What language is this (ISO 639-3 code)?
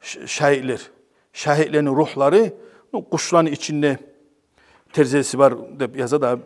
kum